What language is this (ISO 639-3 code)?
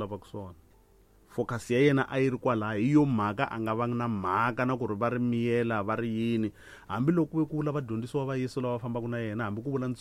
tso